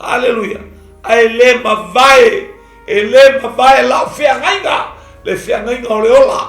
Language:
Samoan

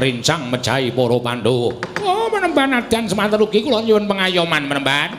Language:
Javanese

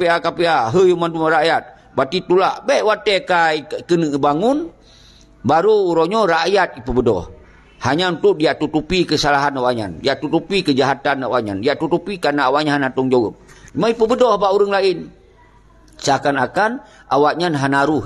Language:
Achinese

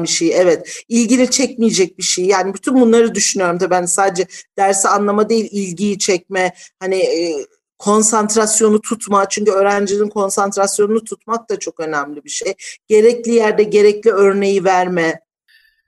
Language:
Turkish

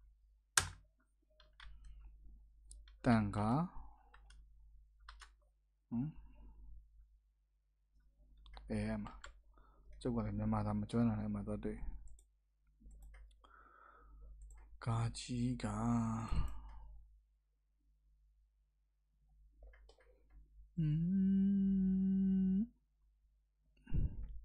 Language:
Burmese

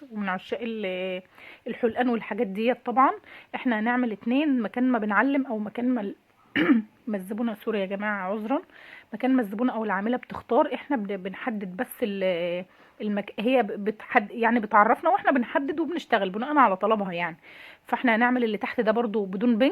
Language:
Egyptian Arabic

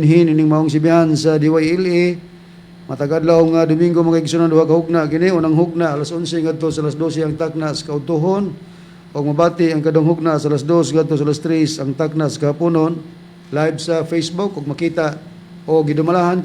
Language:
Cebuano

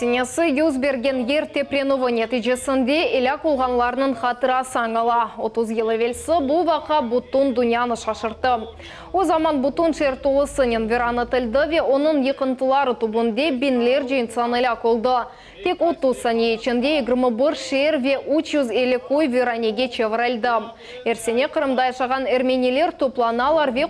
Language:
Crimean Tatar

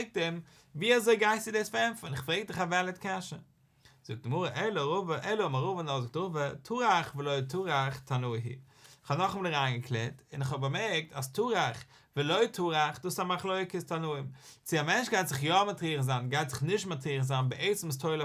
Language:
Yiddish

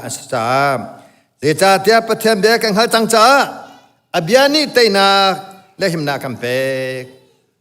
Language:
Hakha Chin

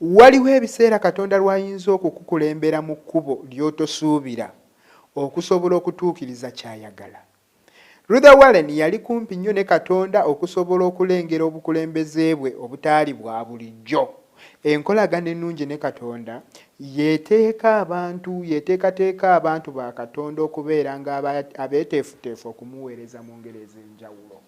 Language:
Ganda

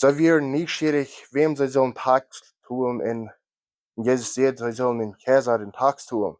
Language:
Plautdietsch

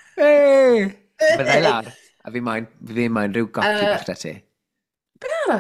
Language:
Welsh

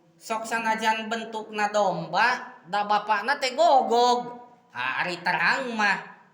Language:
Sundanese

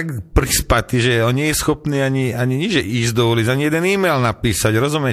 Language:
Slovak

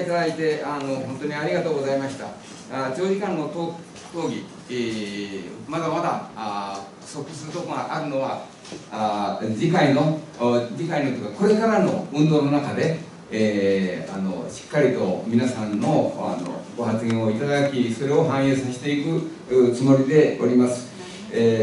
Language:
Japanese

